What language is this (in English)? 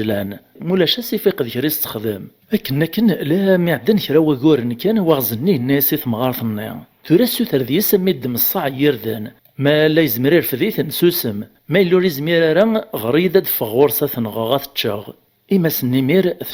Kabyle